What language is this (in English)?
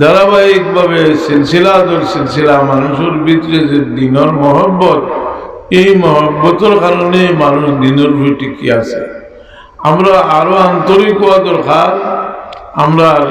Sylheti